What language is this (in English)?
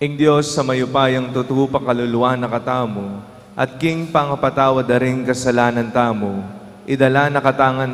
Pampanga